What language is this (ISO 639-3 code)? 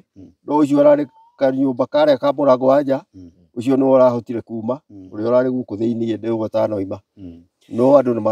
kik